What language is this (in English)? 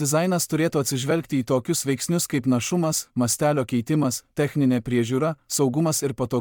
Lithuanian